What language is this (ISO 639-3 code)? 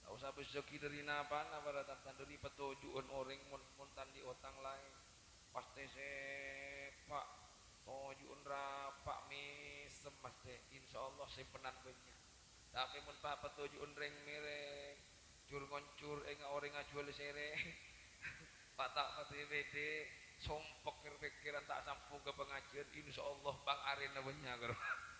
mad